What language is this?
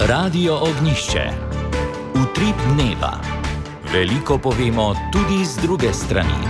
Slovenian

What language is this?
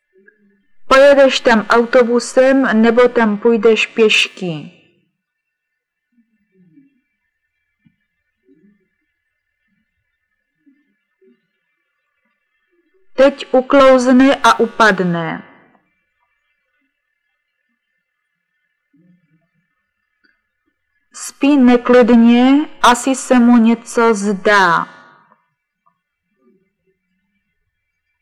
Czech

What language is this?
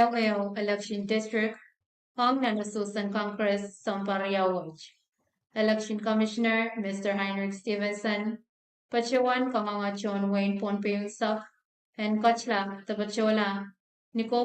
Pohnpeian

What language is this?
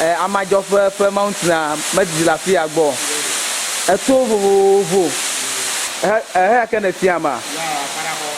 Ewe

